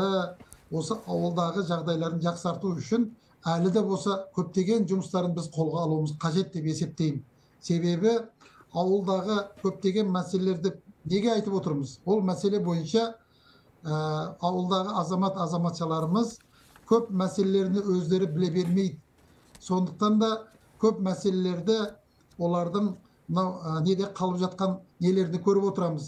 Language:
Kazakh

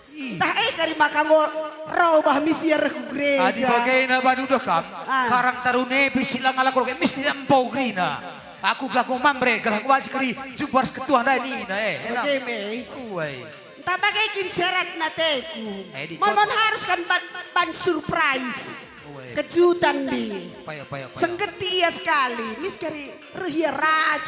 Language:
Batak Karo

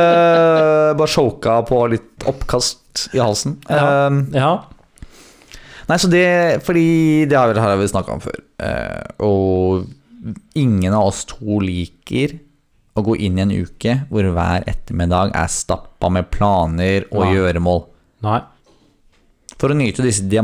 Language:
Norwegian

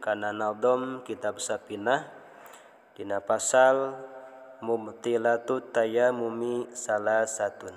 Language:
Sundanese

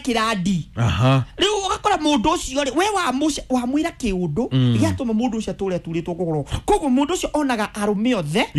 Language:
Kikuyu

